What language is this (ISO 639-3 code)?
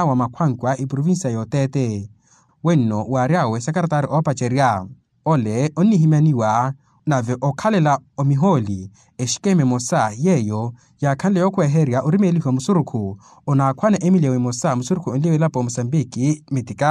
vmw